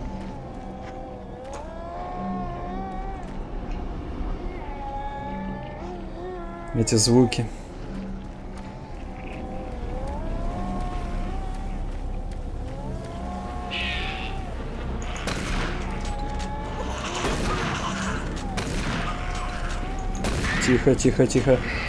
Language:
Russian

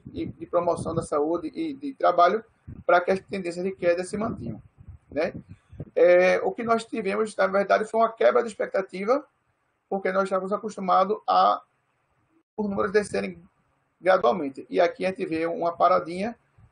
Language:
Portuguese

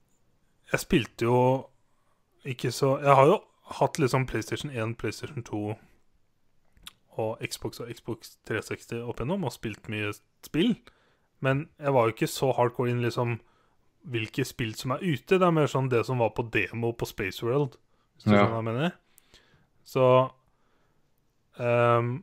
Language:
Norwegian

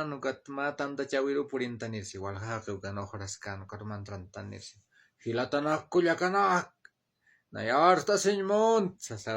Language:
Aymara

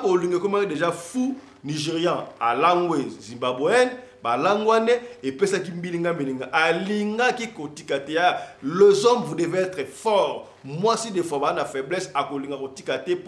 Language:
Lingala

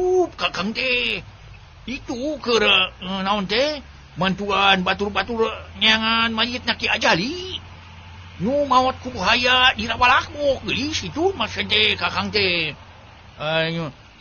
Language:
Sundanese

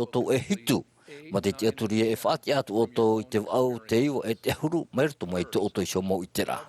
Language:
Tahitian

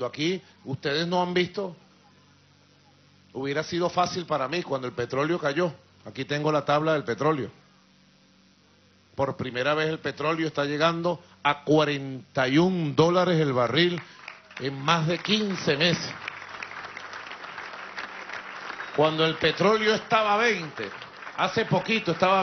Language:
Spanish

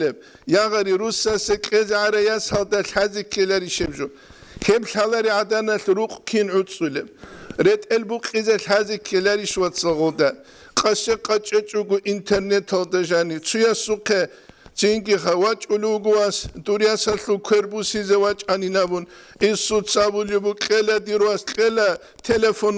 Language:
Avaric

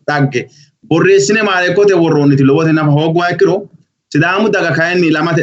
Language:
Sidamo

